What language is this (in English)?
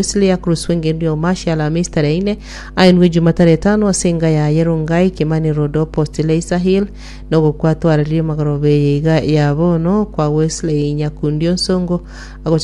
Gusii